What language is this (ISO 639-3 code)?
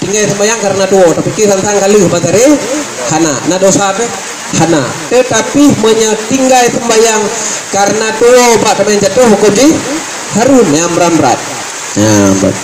ace